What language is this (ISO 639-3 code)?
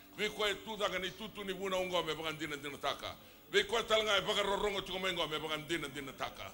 fij